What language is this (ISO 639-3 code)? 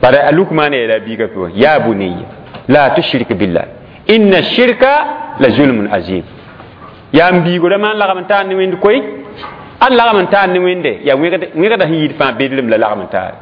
mos